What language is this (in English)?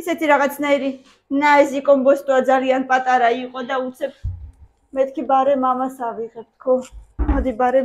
Georgian